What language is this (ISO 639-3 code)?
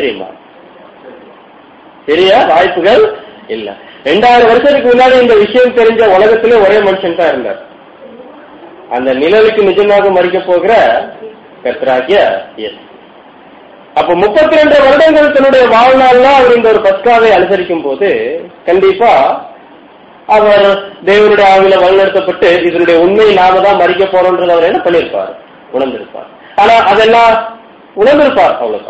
tam